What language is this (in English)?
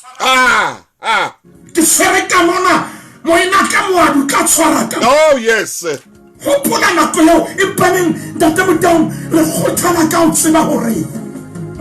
Southern Sotho